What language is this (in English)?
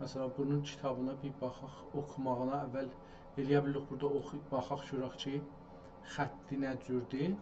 South Azerbaijani